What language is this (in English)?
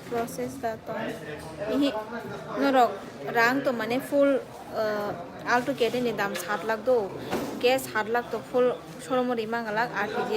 Kok Borok